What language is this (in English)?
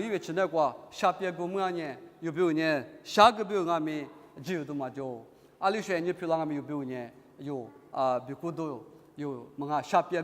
Lisu